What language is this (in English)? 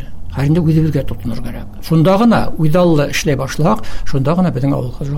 Bashkir